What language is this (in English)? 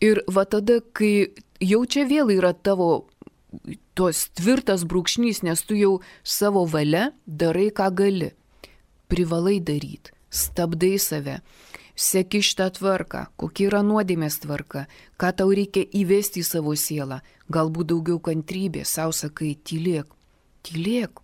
Lithuanian